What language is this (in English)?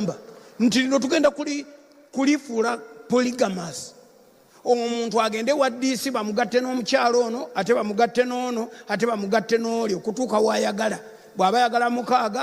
Ganda